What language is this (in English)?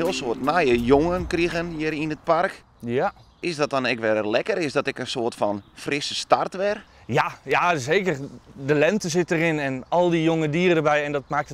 Western Frisian